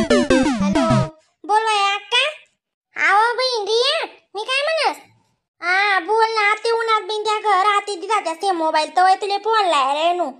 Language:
Khandesi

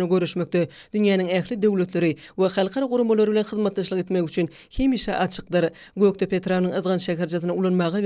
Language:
Turkmen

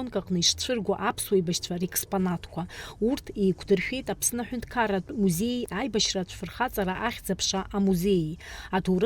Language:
Abkhazian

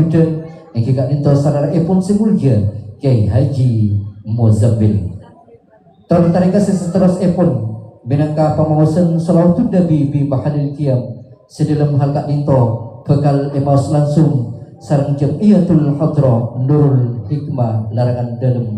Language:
Madurese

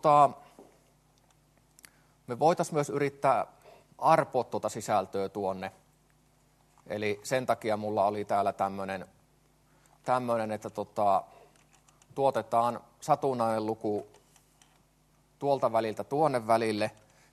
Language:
Finnish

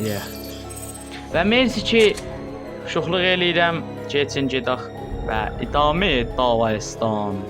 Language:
South Azerbaijani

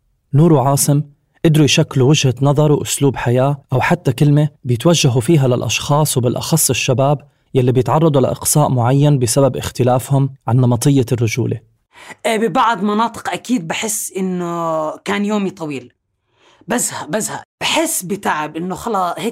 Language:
North Levantine Arabic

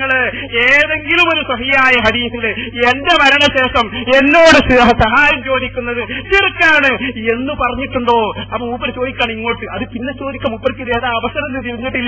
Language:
Malayalam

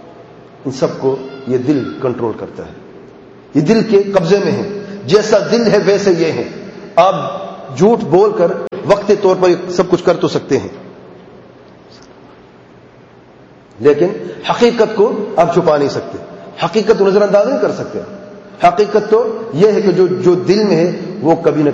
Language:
Urdu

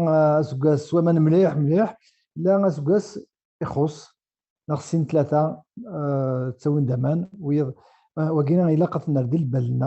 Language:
Kabyle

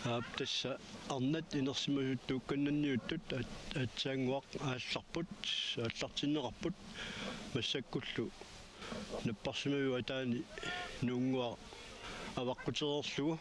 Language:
Kalaallisut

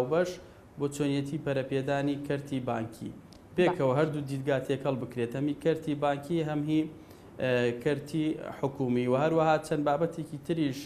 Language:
Central Kurdish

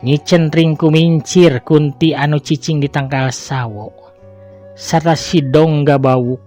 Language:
Sundanese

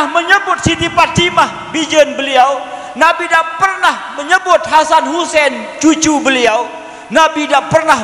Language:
Sasak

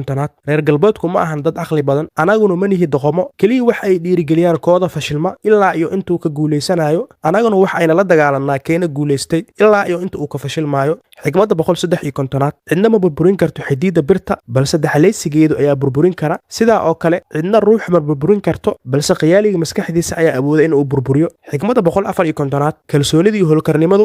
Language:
Somali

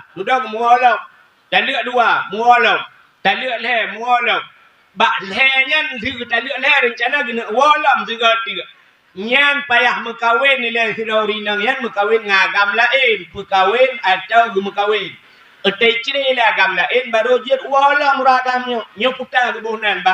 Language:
Achinese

